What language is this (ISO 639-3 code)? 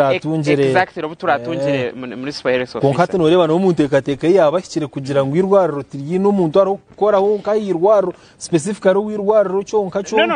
nyn